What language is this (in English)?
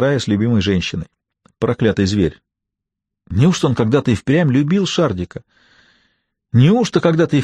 Russian